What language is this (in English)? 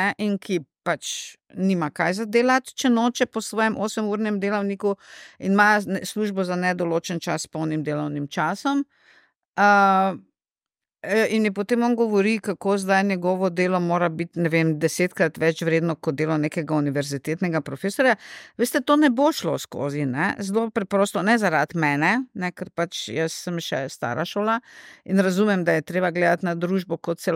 Slovenian